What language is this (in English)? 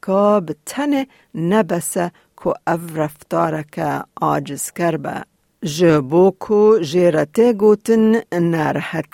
Kurdish